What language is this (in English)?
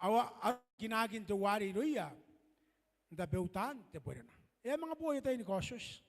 Gilbertese